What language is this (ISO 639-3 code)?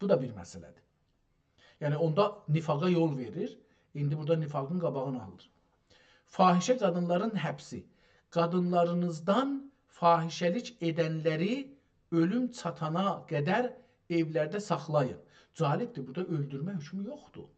azb